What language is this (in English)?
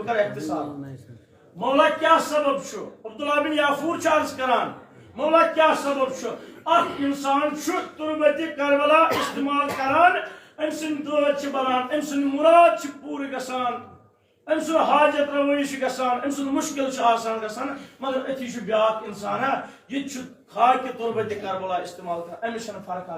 Kashmiri